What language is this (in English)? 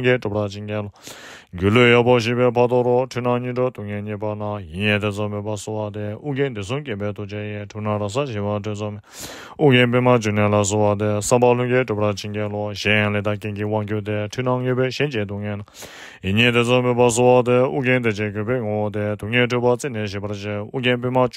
Tibetan